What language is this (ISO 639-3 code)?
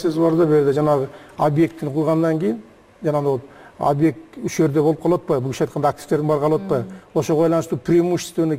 kir